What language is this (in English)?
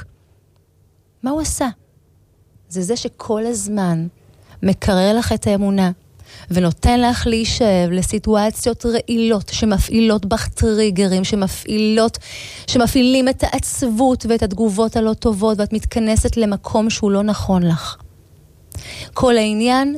Hebrew